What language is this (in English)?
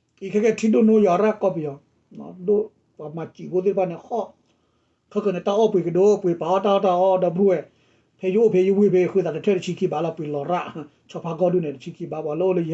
S'gaw Karen